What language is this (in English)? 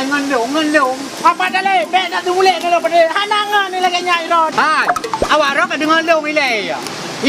Achinese